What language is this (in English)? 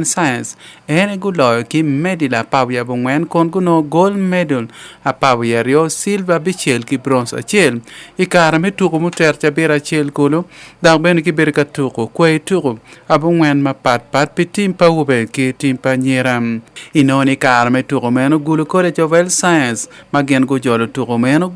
Acoli